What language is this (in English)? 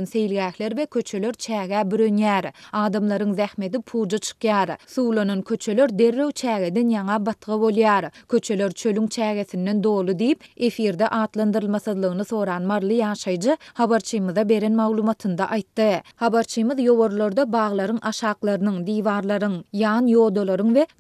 Turkmen